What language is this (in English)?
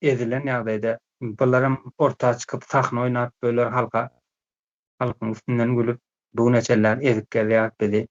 Turkmen